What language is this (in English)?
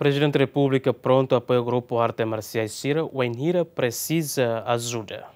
Tetum